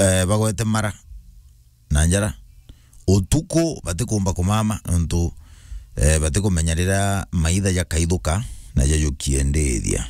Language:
Meru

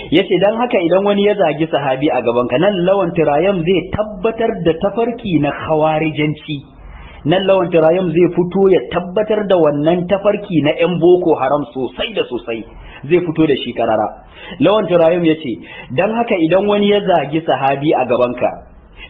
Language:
Hausa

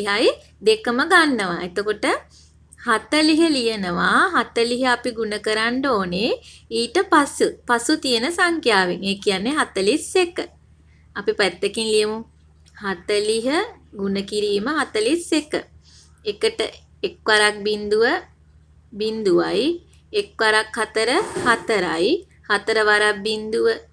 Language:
Sinhala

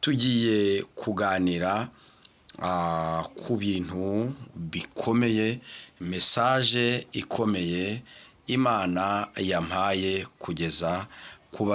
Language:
Kinyarwanda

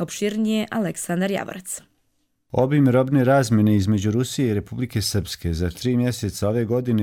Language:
Croatian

